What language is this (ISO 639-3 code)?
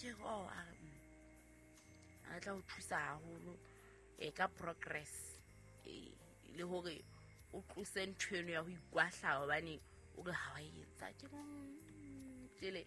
sot